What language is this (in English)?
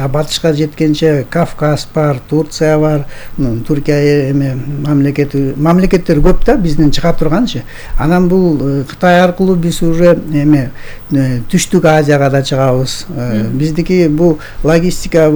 Kyrgyz